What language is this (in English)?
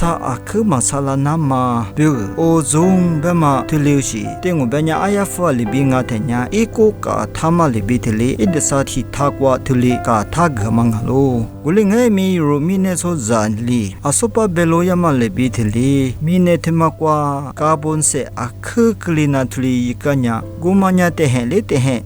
Lisu